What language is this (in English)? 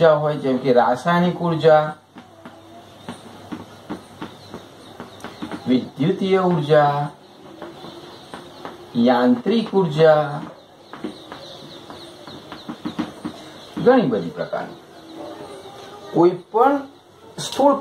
Gujarati